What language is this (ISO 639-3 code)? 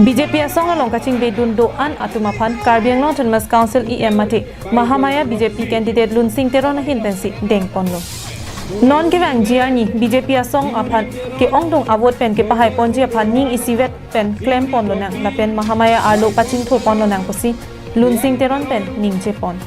mjw